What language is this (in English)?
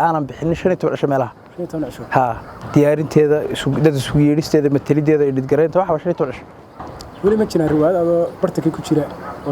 Somali